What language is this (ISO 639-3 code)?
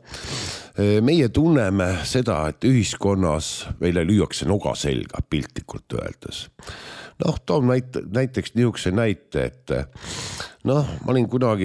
est